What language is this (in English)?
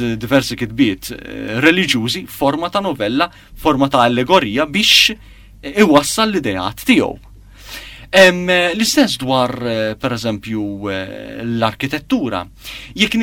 Maltese